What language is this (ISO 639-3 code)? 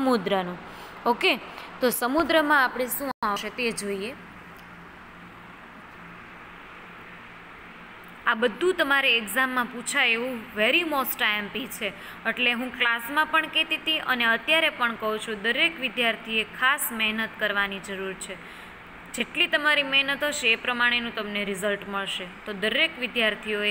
guj